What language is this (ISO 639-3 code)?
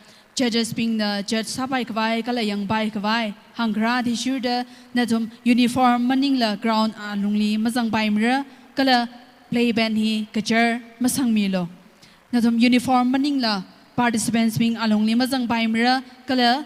nmf